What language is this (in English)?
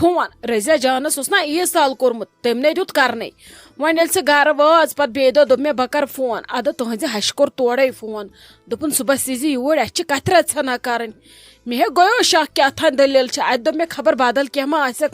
Kashmiri